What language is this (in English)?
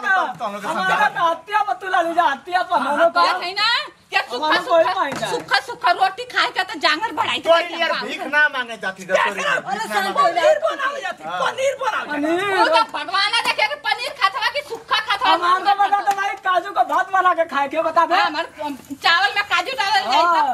Bhojpuri